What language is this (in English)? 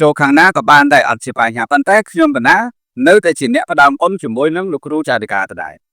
Khmer